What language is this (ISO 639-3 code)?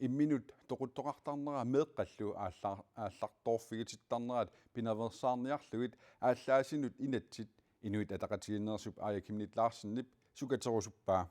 kal